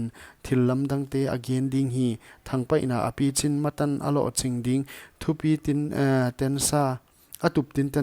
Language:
Paite Chin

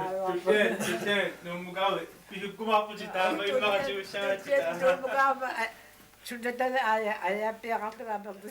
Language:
Kalaallisut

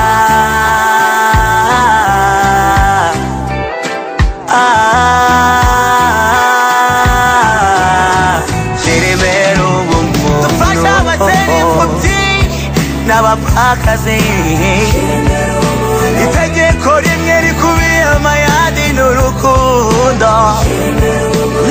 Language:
Kinyarwanda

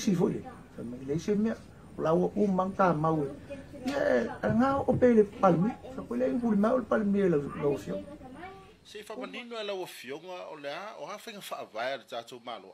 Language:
Samoan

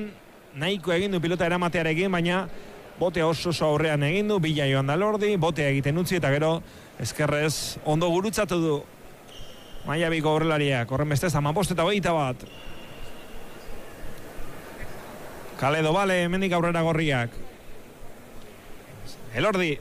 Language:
Basque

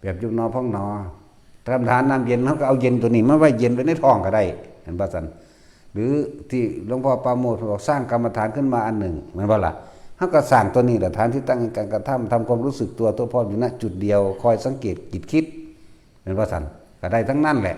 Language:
Northeastern Thai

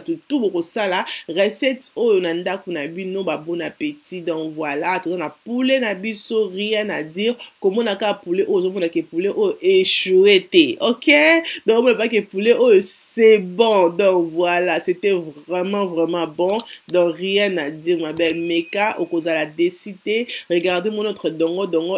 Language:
Lingala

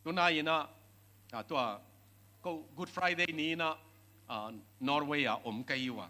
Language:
Tedim Chin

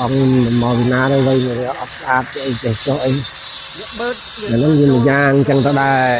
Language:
Khmer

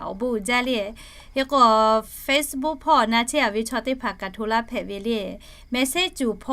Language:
Lahu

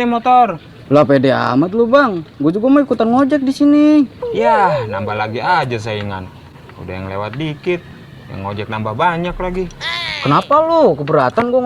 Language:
Betawi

